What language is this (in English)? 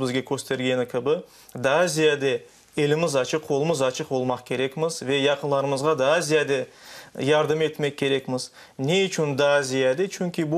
Crimean Tatar